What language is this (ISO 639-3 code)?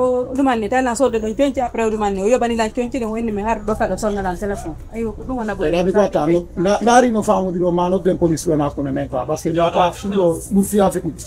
fuf